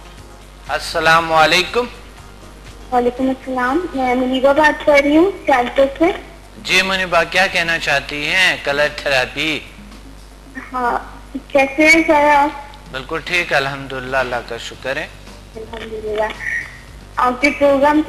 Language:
Urdu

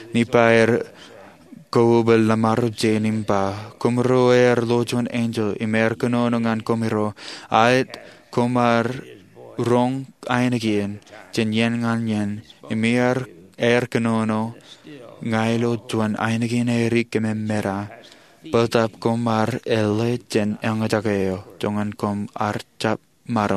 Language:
Marshallese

